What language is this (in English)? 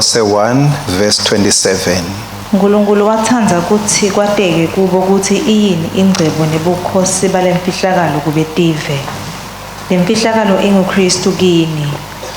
Swati